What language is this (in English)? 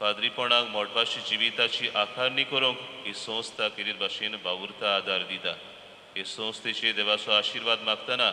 Konkani